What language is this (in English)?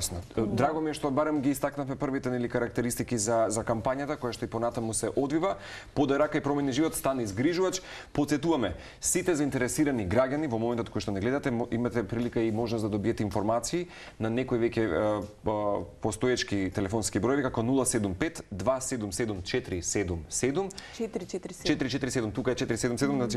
Macedonian